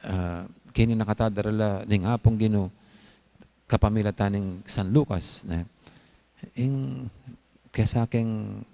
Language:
Pampanga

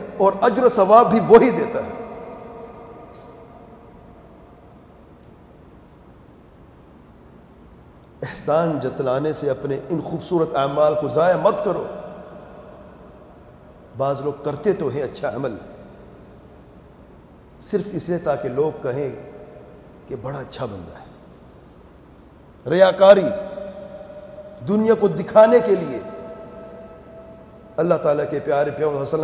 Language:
Urdu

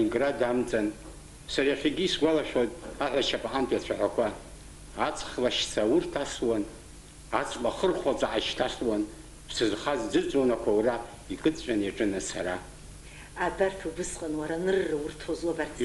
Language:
Abkhazian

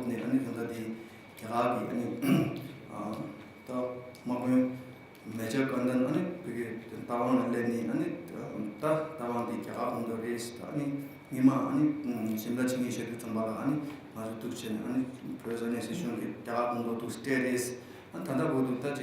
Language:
Tibetan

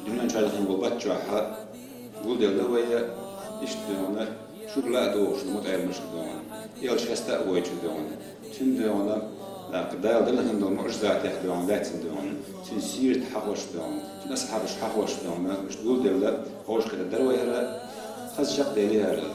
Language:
Chechen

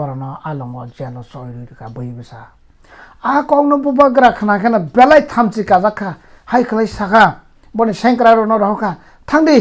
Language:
Kok Borok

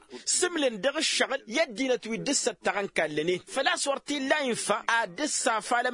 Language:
Tamasheq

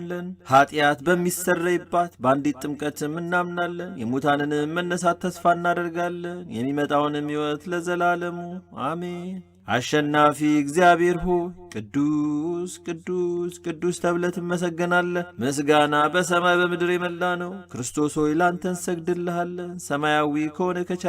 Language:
Amharic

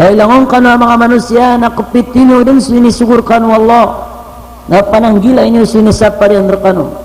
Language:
Maranao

